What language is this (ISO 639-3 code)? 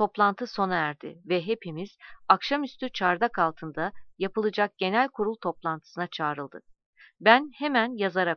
tur